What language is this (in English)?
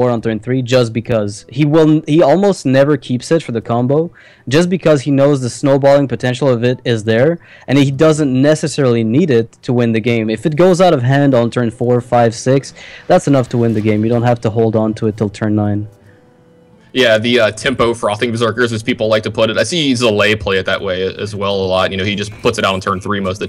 English